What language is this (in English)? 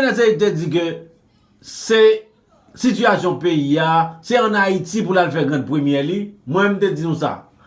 Haitian Creole